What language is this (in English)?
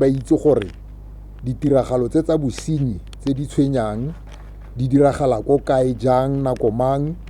Tswana